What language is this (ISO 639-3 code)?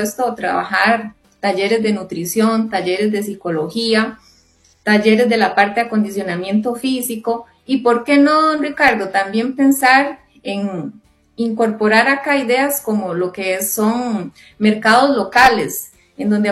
spa